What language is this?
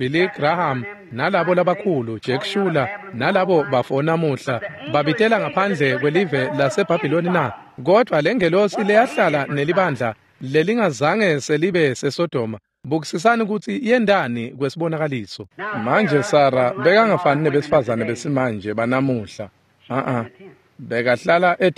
Swati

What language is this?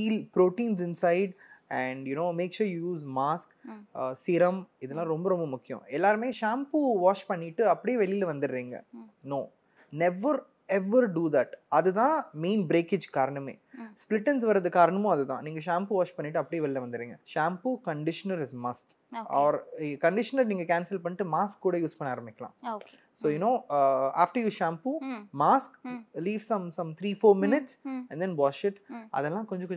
Tamil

